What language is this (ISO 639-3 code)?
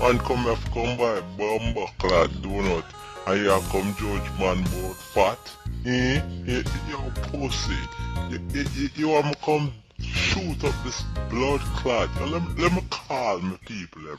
jam